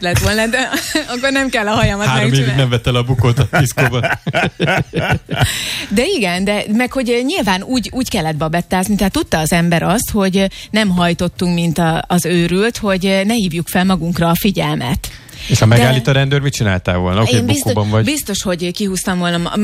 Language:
Hungarian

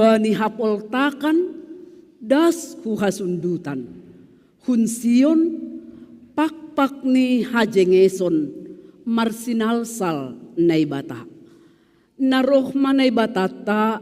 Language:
Batak Simalungun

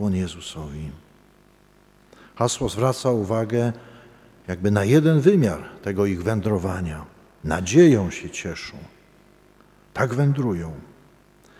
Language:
Polish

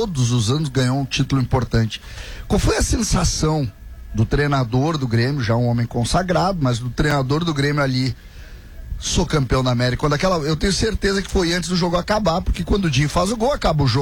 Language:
Portuguese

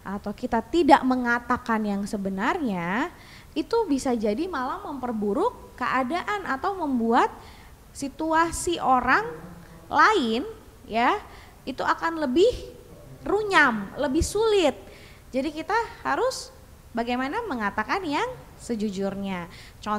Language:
Indonesian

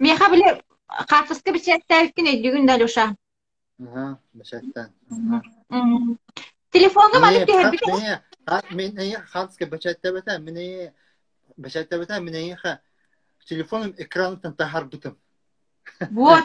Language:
Yakut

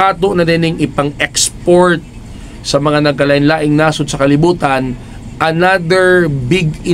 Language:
Cebuano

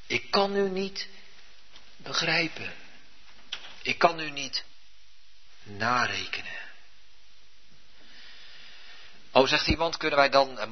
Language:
Dutch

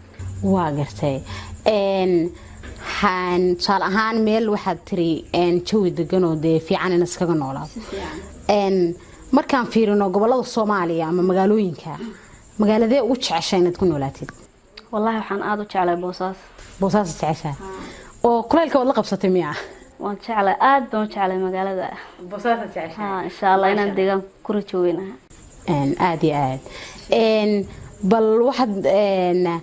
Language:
Somali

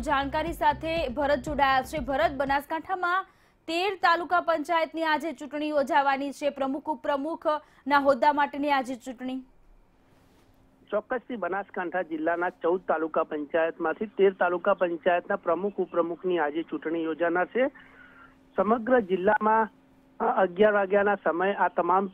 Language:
Gujarati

